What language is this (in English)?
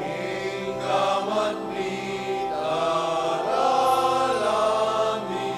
Pampanga